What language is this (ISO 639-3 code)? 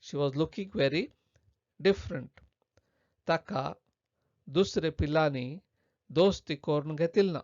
kok